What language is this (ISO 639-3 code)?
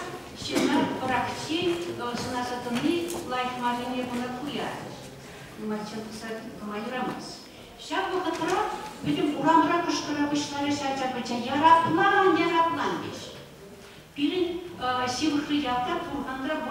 chv